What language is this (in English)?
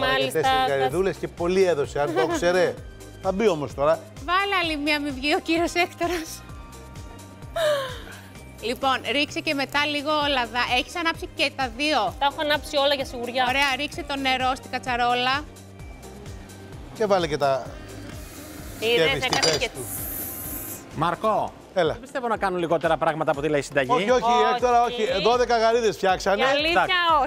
Greek